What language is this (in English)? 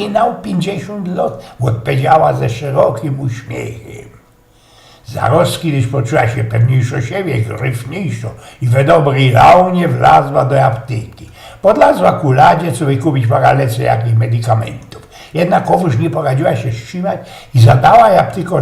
Silesian